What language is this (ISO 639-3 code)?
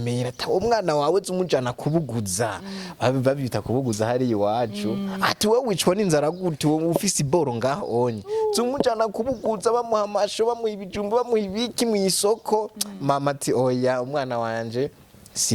run